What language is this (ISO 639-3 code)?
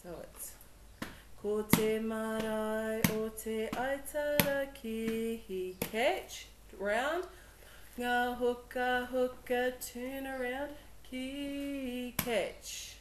mri